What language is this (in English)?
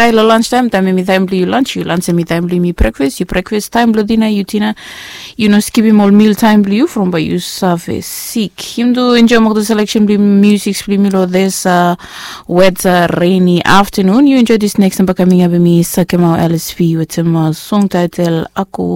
Bislama